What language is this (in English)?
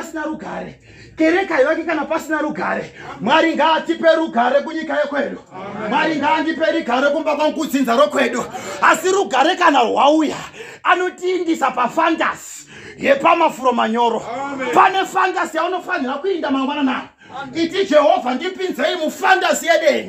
Shona